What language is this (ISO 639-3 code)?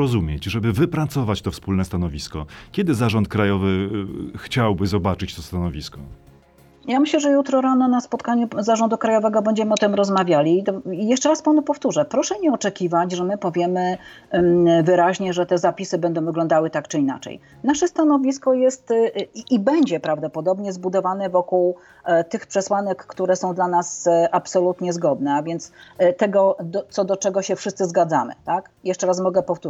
pol